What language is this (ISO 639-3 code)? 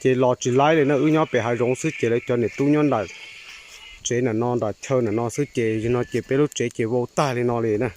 hmn